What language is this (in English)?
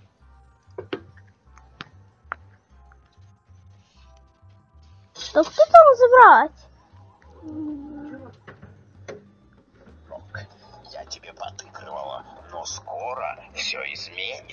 Russian